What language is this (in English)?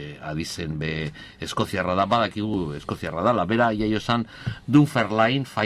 Basque